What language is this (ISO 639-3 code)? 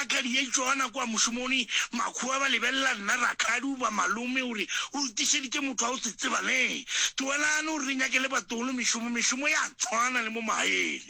nso